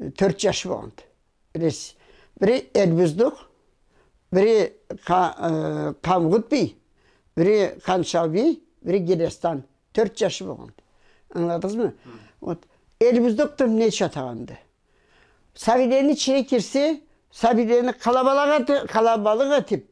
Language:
Karachay-Balkar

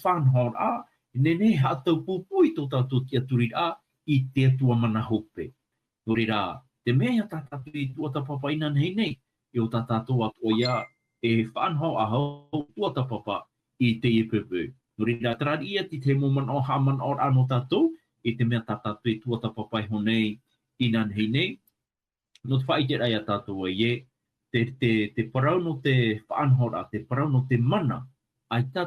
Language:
Tahitian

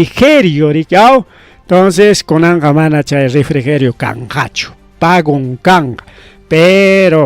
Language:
Ayacucho Quechua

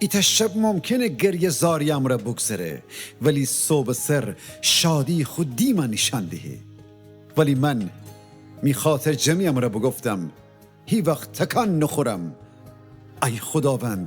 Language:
Gilaki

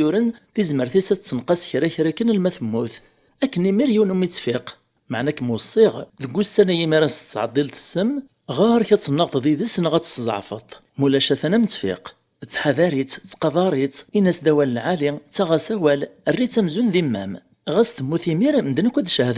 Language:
Kabyle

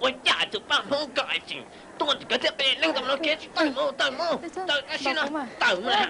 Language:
Hmong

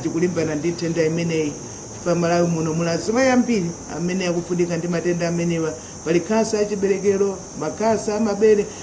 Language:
Nyanja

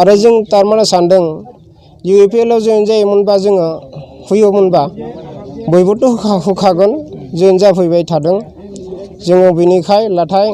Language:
Bodo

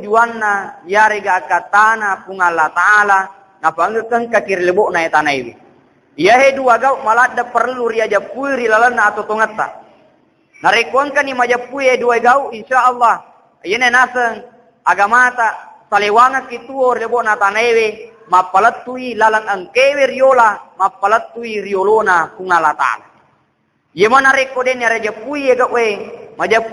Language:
Buginese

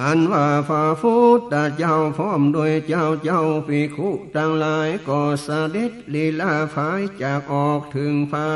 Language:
Northern Thai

